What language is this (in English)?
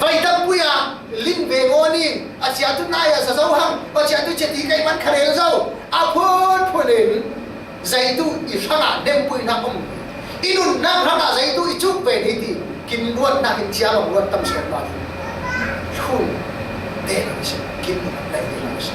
Falam Chin